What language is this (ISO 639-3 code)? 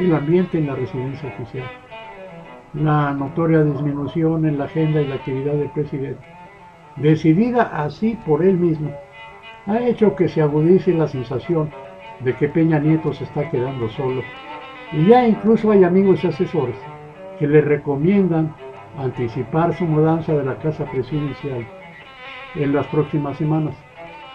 spa